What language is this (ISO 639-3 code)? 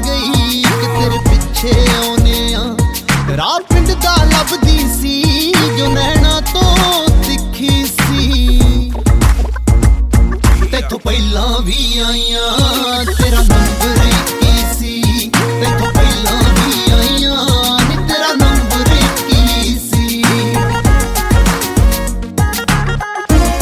pan